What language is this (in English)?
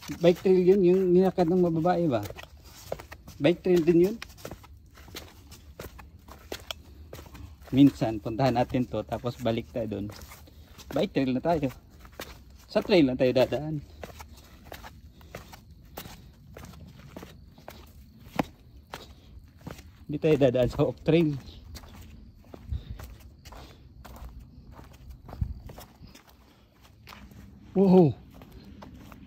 Filipino